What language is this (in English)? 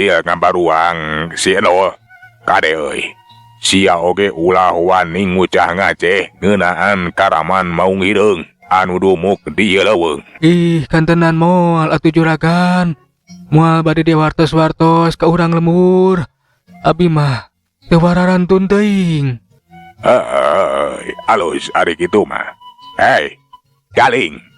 Sundanese